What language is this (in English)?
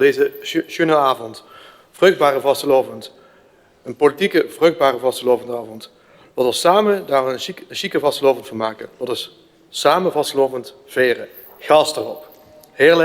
Limburgish